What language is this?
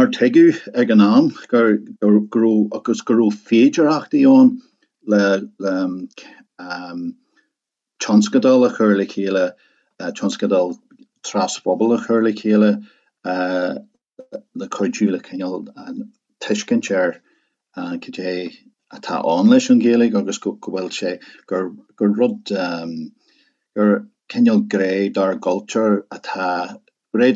Irish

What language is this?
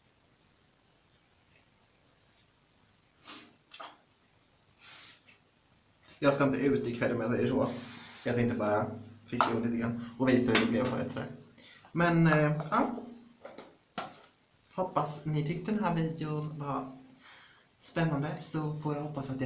Swedish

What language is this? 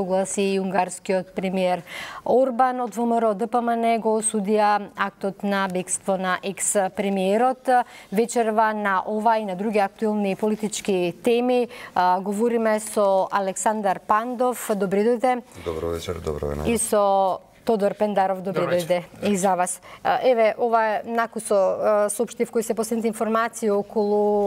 Macedonian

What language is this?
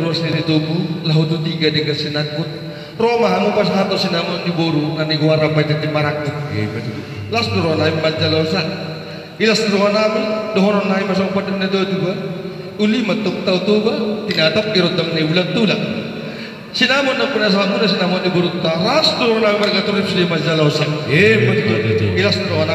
Batak Toba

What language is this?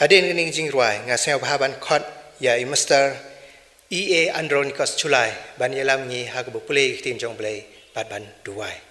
Khasi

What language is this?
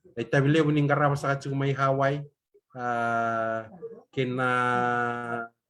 Fijian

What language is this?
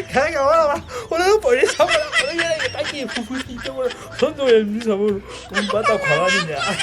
Southern Sotho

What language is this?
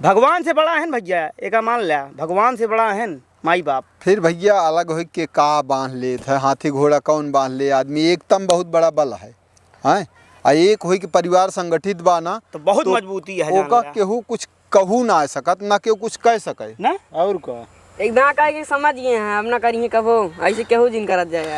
Awadhi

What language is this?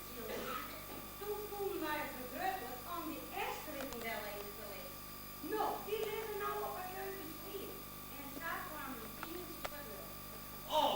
Western Frisian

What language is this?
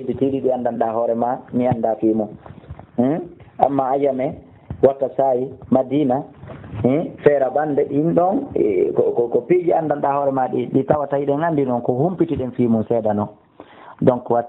Fula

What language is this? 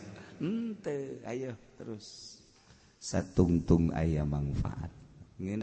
Sundanese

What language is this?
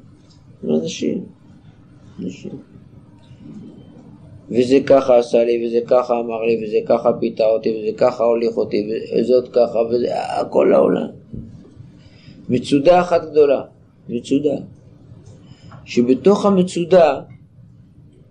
Hebrew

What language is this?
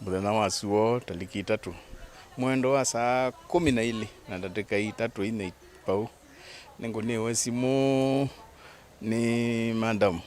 Kamba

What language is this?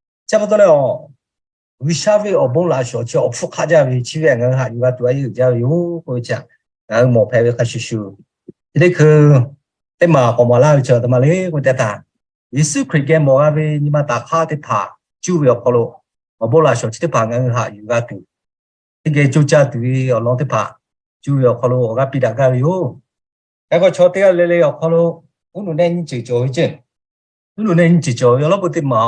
Lahu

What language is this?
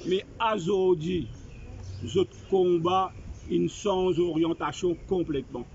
Morisyen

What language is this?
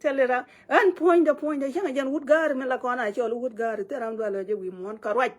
Nuer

